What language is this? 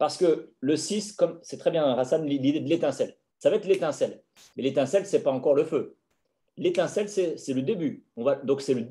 French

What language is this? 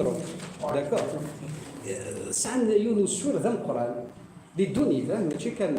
Kabyle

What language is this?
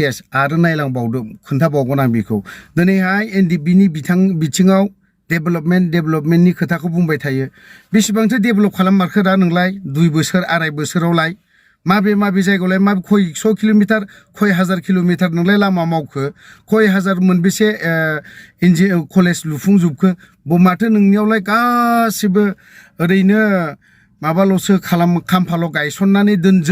Bodo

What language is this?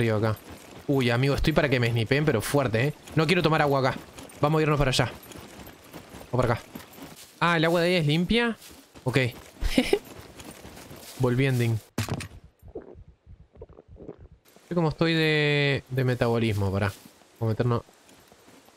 Spanish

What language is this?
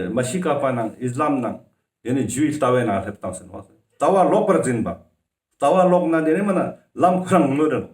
Ladakhi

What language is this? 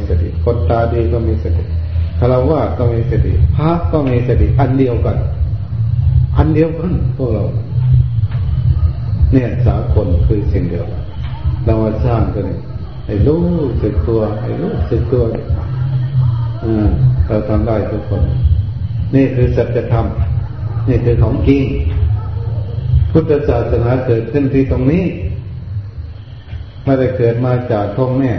Thai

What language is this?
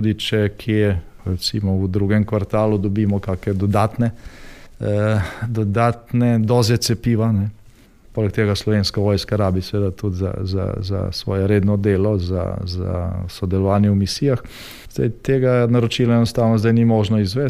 Slovenian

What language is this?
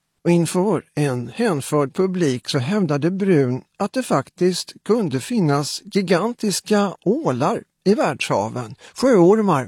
Swedish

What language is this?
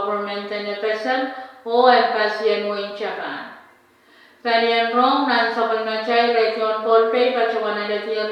Pohnpeian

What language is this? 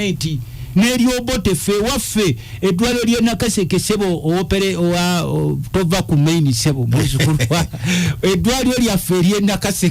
Ganda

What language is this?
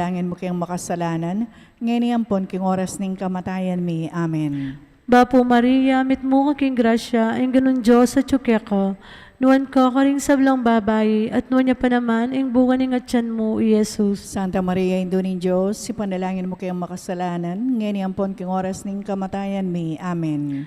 Pampanga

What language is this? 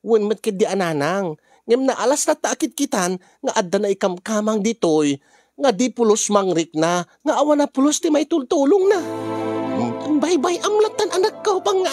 Iloko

